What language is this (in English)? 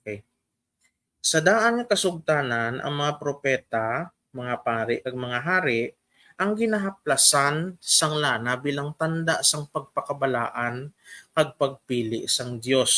Hiligaynon